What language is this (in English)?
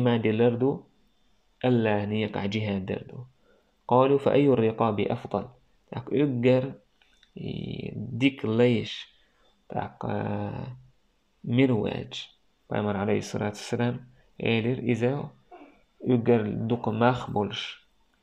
Chechen